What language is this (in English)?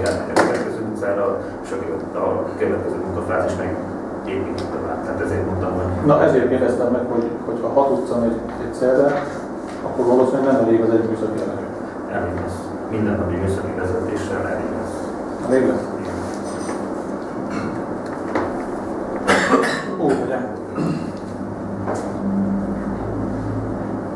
Hungarian